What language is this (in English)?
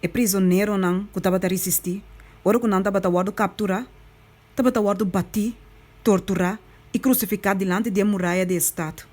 Papiamento